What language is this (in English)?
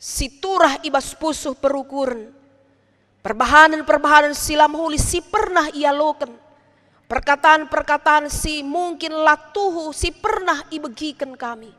Batak Karo